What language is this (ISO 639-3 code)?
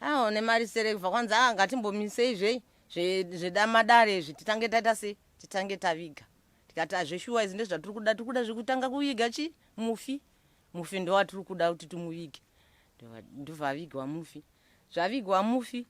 sna